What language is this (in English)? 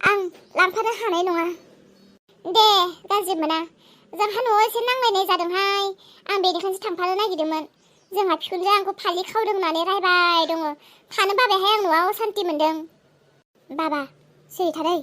Bodo